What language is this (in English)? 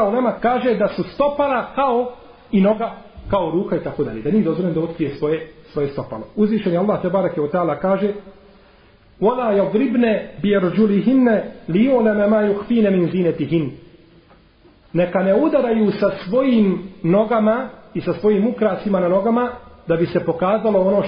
Bosnian